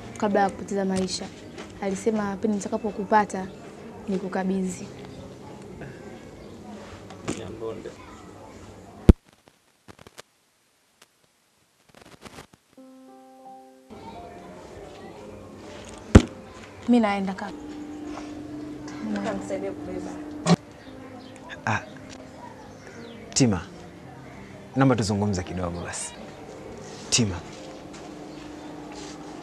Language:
Swahili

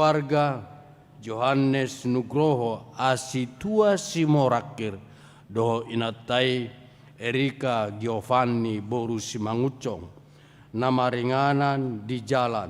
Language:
Batak Toba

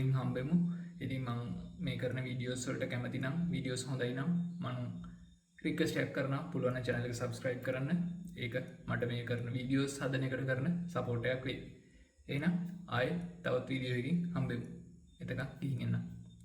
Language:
Sinhala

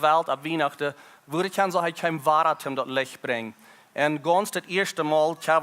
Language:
Plautdietsch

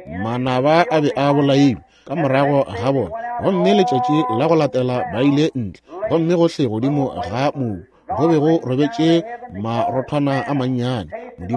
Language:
Northern Sotho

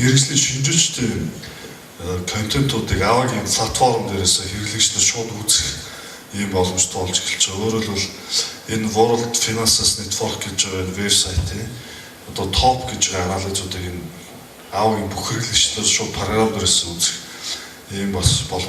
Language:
Mongolian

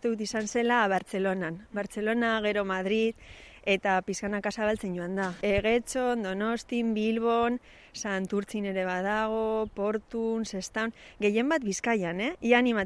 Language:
Basque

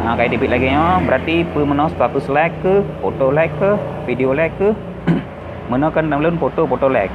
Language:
Achinese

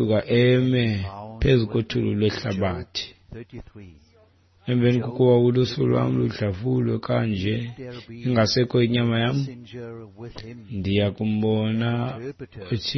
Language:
Xhosa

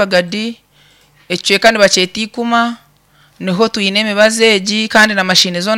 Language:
Nyankole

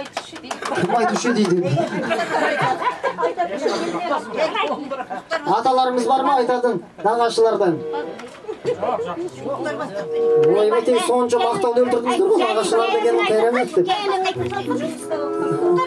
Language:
Kazakh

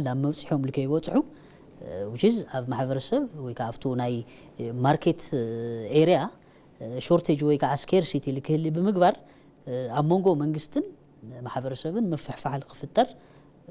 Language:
Tigrinya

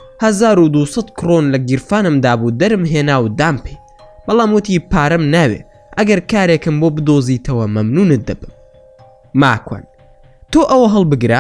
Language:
Central Kurdish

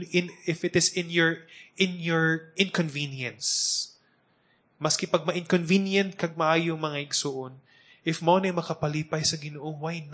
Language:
Cebuano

